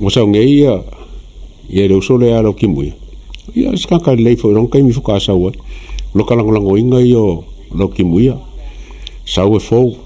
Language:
Samoan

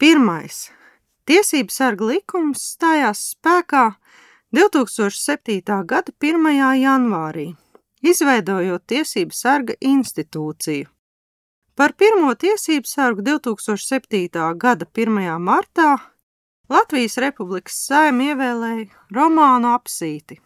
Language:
Latvian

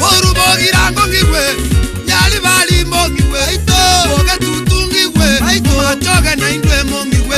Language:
Gusii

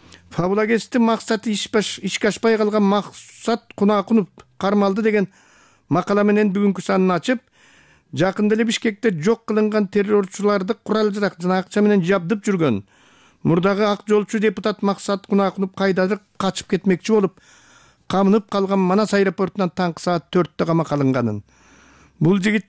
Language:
Kyrgyz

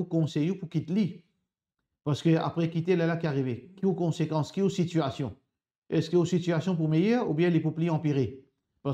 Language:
Morisyen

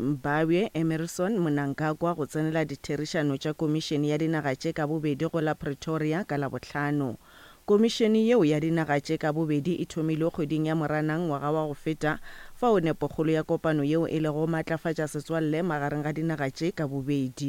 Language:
Northern Sotho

